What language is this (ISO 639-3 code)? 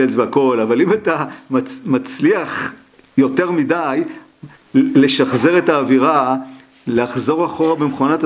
heb